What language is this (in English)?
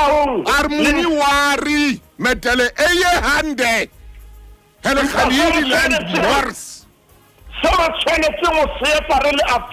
Southern Sotho